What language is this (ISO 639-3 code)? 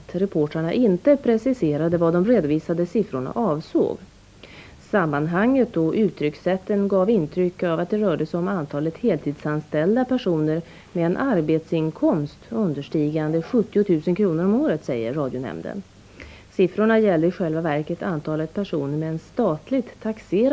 swe